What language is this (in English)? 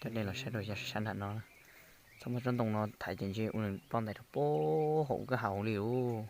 Hmong